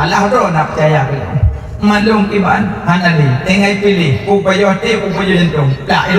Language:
Achinese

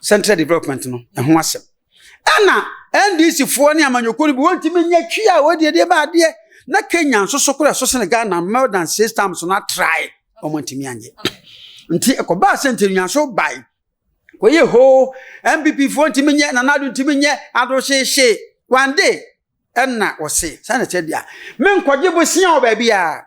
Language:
Akan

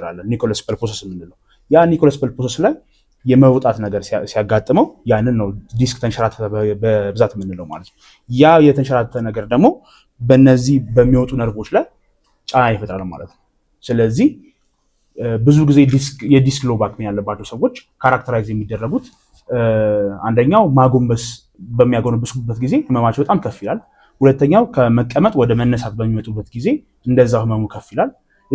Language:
Amharic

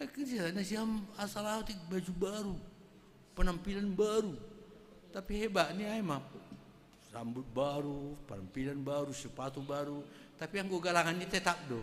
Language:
Batak Simalungun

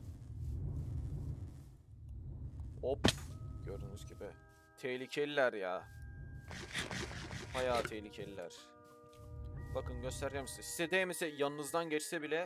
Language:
Turkish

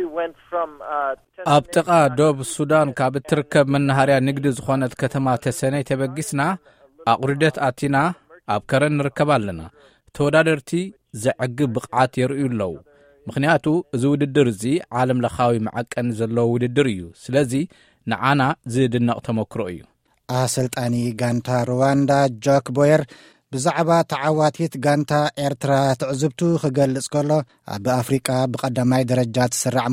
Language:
Tigrinya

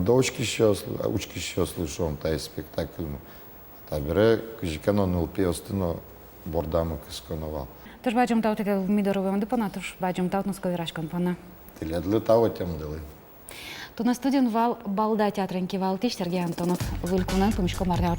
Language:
Udmurt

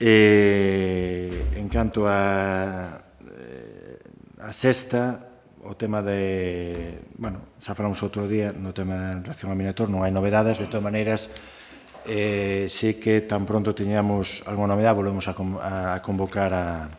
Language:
Galician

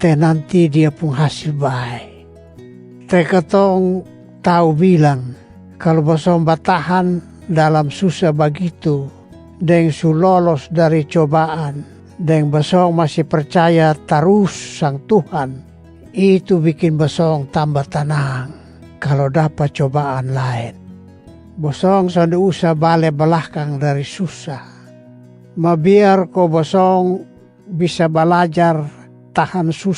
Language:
Kupang Malay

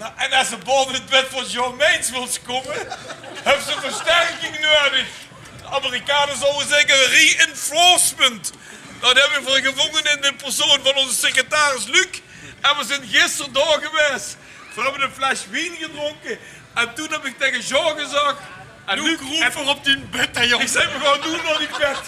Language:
Limburgish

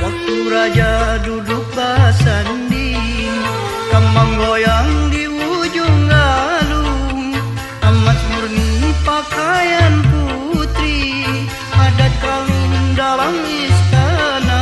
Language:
Banjar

